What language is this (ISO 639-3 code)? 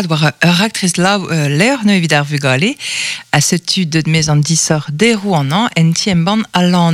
bre